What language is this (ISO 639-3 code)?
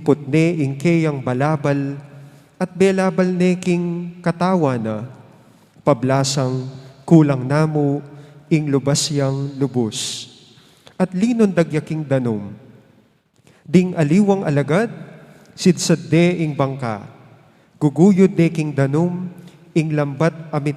pam